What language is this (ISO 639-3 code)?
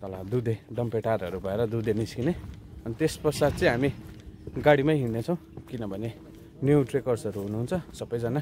nep